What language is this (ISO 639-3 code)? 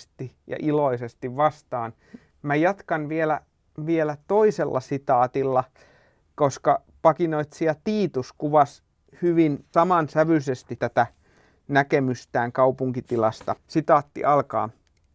fin